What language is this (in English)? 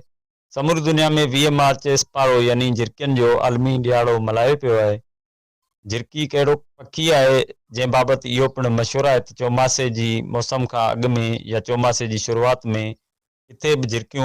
Sindhi